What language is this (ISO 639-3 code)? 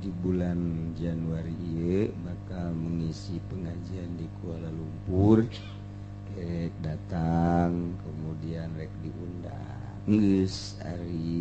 sun